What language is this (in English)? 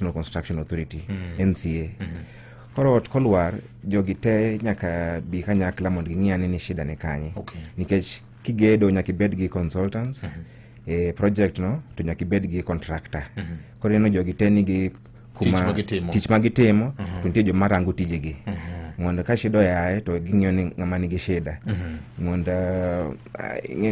Luo (Kenya and Tanzania)